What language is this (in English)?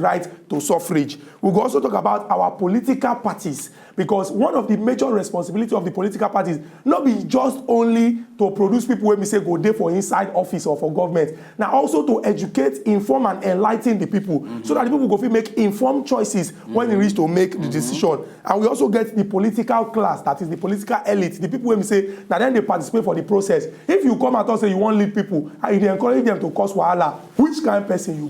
Nigerian Pidgin